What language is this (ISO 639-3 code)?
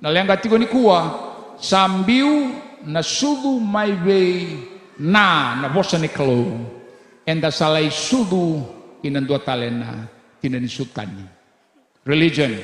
fij